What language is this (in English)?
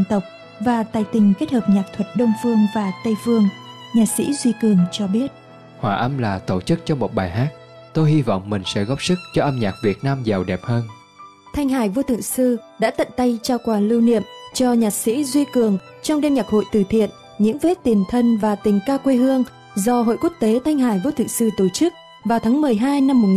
Vietnamese